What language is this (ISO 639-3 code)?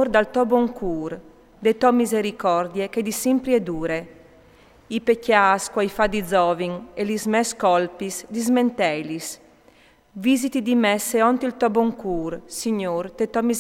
fur